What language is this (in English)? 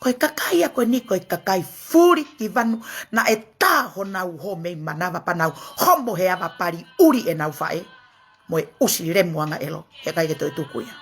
Tongan